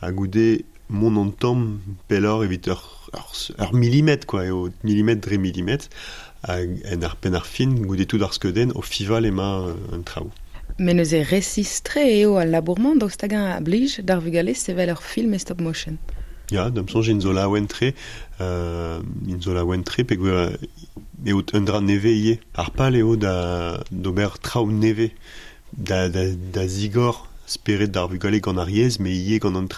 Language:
Breton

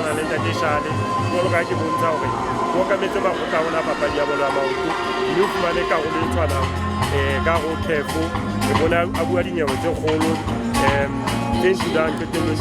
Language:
Southern Sotho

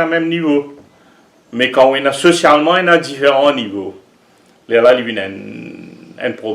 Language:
Morisyen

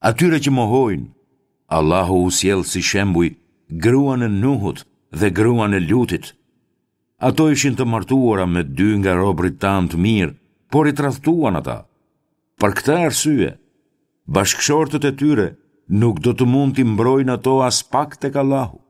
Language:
Albanian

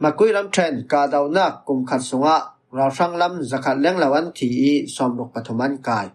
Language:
Falam Chin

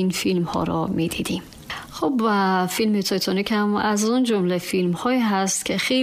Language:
Tajik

